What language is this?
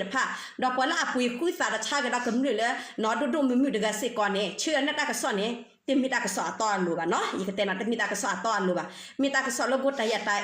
S'gaw Karen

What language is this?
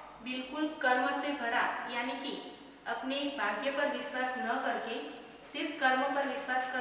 Hindi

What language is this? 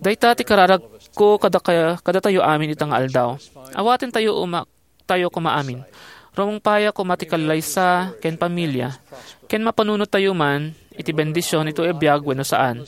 Iloko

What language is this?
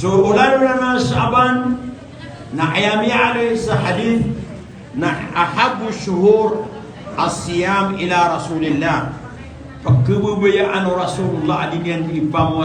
Maranao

